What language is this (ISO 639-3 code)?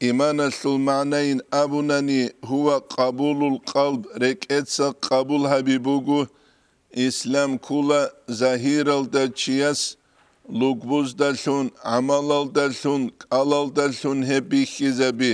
ava